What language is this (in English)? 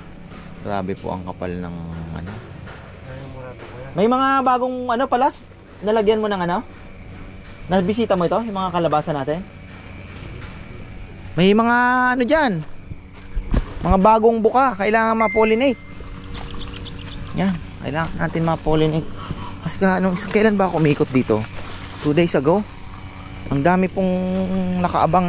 Filipino